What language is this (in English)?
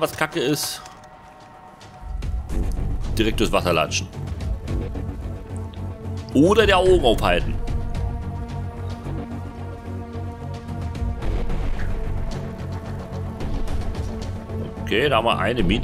German